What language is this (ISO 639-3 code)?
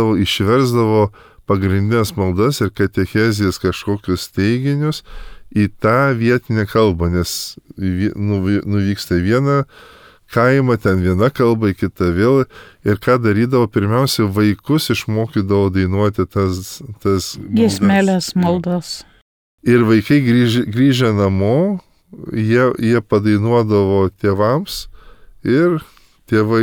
lit